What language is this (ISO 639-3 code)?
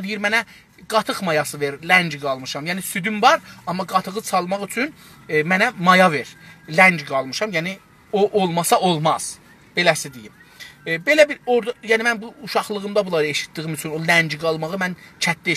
azb